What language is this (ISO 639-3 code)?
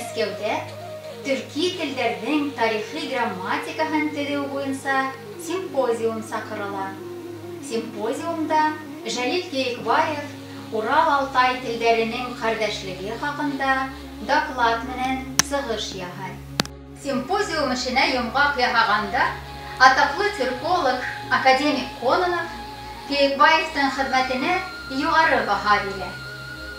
bak